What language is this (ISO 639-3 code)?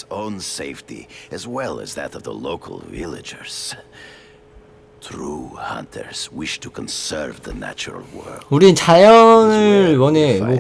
kor